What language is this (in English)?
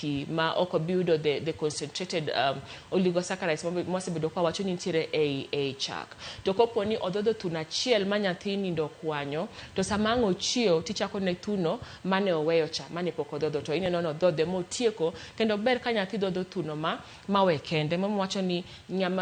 Luo (Kenya and Tanzania)